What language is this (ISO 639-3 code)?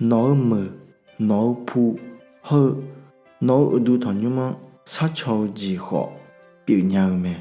ahk